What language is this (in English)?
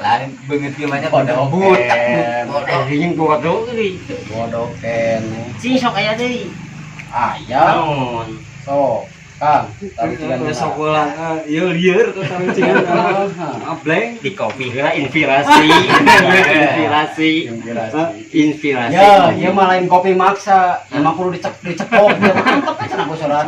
Sundanese